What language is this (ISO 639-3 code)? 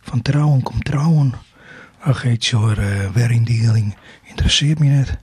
fry